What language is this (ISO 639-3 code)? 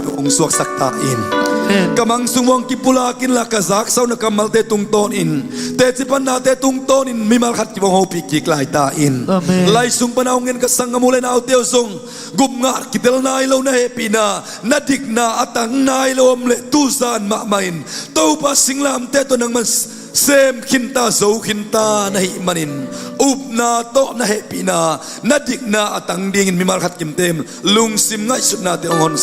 ctd